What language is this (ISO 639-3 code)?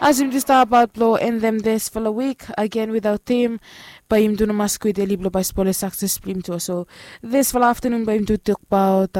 bis